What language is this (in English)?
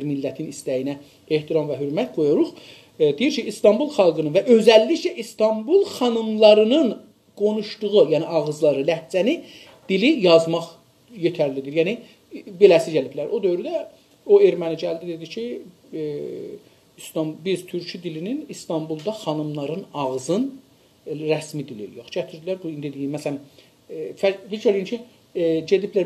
South Azerbaijani